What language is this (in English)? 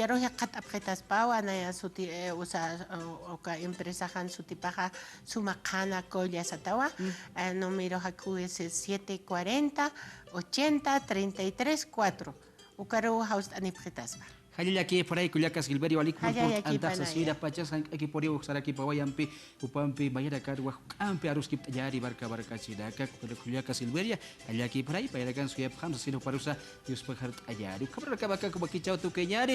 Aymara